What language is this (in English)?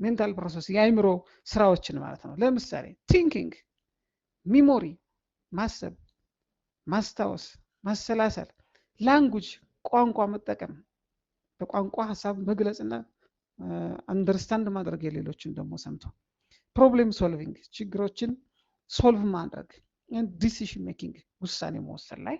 Amharic